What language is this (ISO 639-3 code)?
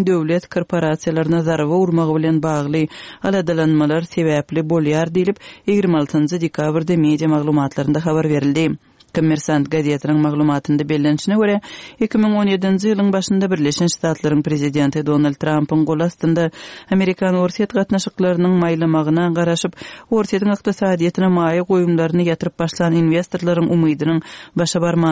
tuk